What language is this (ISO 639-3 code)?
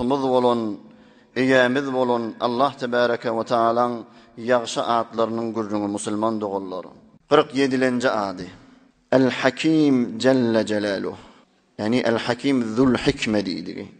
tuk